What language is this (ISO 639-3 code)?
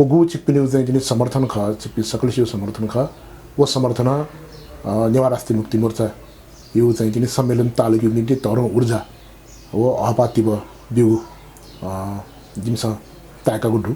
new